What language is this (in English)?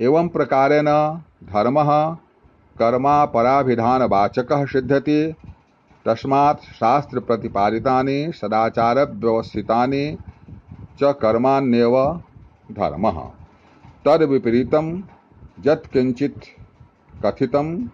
Sanskrit